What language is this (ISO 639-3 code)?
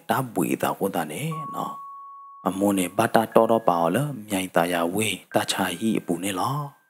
ksw